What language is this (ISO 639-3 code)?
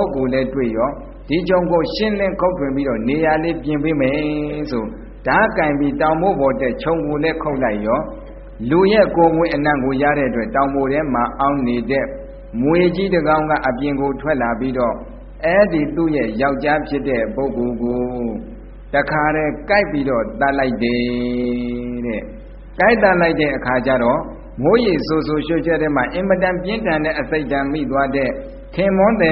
mya